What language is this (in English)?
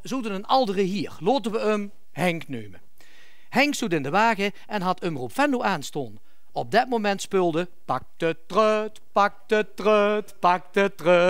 Limburgish